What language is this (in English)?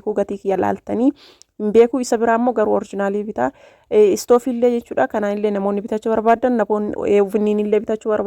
Oromo